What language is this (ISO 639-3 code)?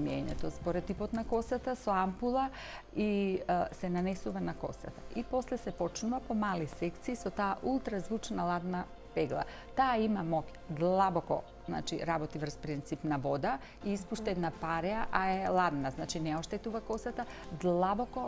mkd